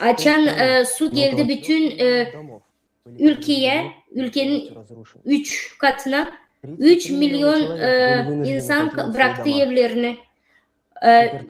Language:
Gagauz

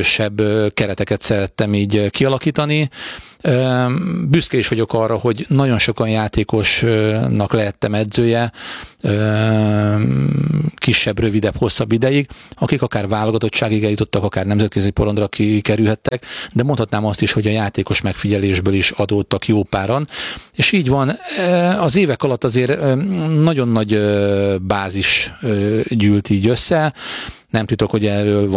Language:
Hungarian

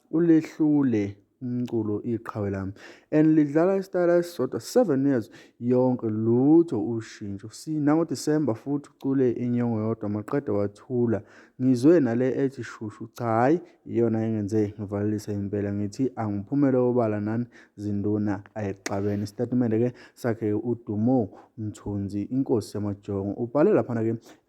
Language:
Zulu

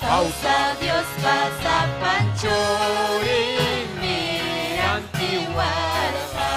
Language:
Ayacucho Quechua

